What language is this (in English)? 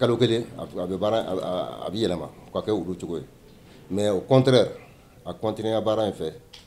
Bambara